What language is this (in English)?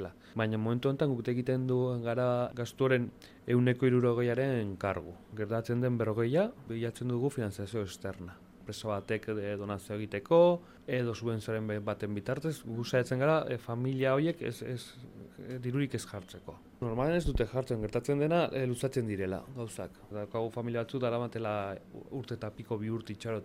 Basque